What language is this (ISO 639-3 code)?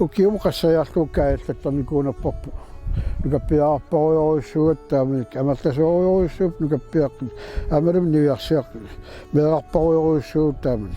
kal